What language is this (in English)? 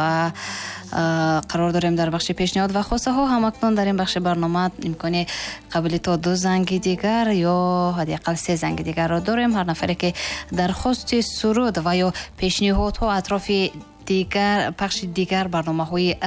Tajik